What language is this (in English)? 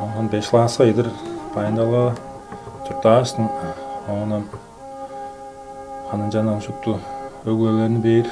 Tuvinian